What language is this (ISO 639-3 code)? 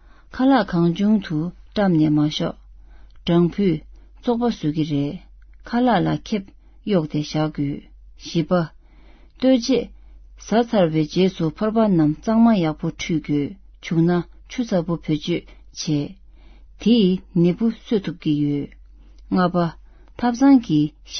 bod